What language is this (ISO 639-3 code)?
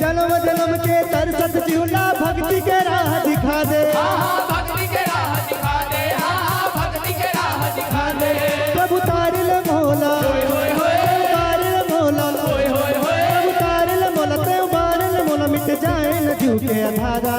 hne